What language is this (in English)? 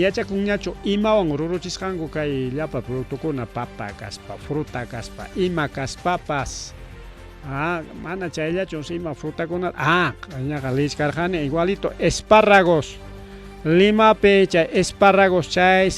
Ayacucho Quechua